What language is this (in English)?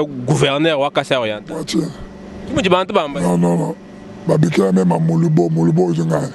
Luba-Lulua